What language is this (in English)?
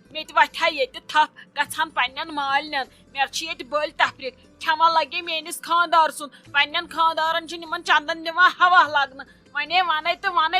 Kashmiri